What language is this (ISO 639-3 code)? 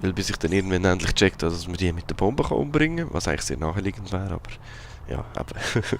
gsw